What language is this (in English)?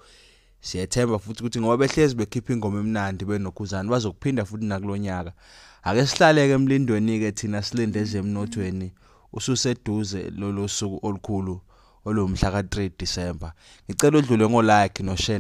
Zulu